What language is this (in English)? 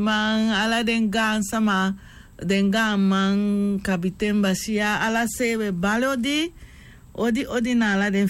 Sranan Tongo